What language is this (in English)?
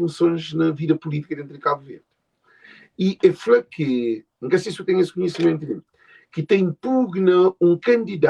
Kabuverdianu